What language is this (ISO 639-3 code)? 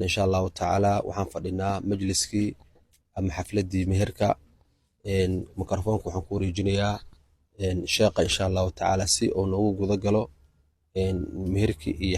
som